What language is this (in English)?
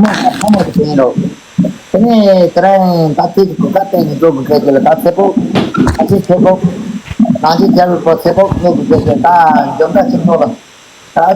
Tibetan